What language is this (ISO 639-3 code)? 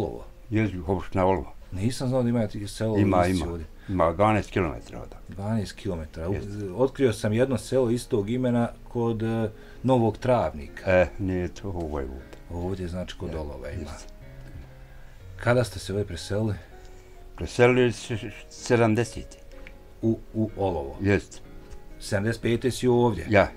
bos